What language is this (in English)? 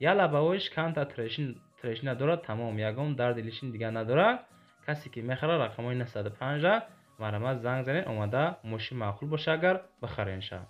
Tajik